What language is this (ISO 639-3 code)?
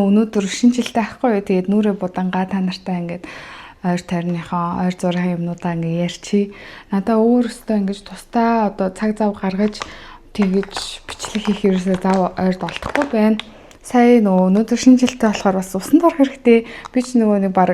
mon